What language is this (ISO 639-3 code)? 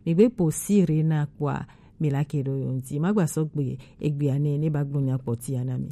gej